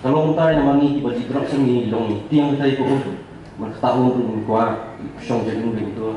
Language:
Khasi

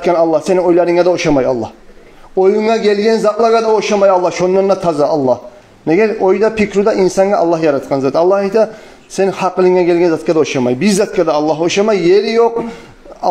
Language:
Kumyk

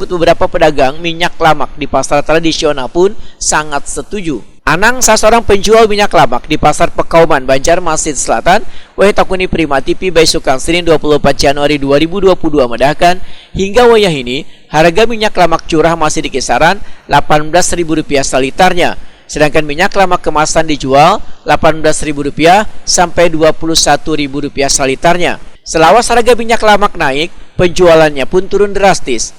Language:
Banjar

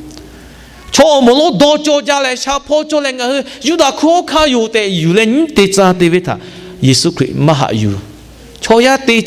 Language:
Lahu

